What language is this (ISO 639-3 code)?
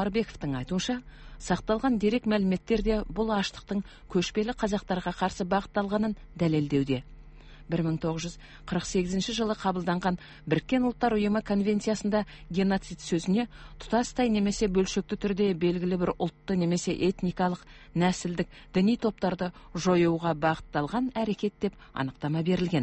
kaz